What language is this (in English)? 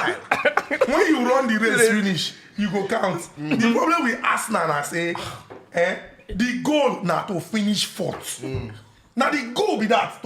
Nigerian Pidgin